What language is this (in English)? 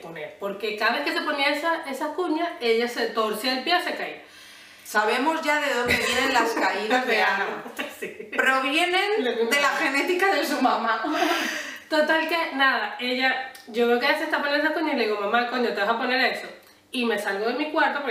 Spanish